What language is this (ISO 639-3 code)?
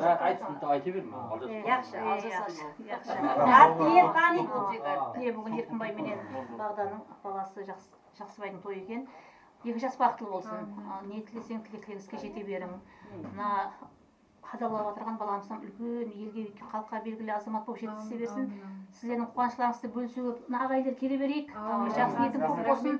kaa